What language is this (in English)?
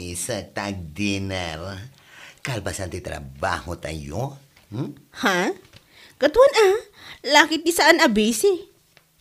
Iloko